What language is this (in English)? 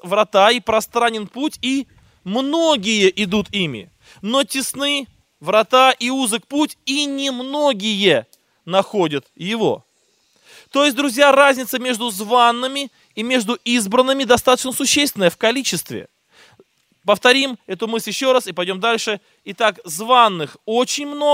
Russian